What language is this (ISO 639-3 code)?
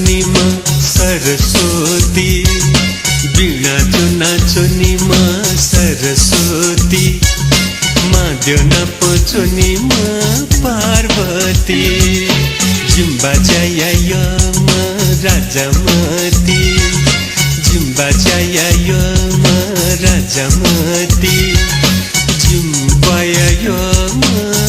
new